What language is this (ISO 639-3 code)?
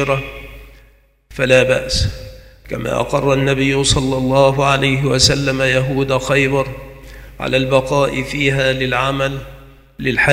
ara